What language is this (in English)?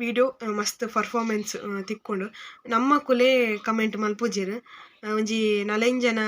Tulu